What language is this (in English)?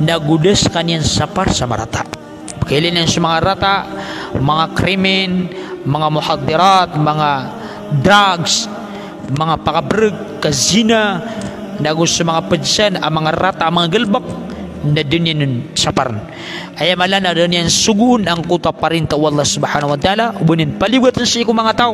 Maranao